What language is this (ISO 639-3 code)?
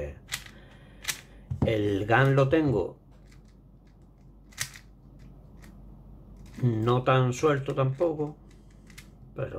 spa